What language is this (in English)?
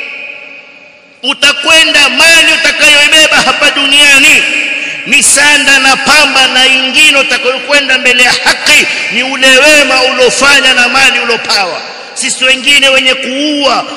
Swahili